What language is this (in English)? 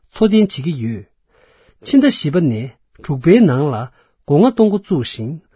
Tibetan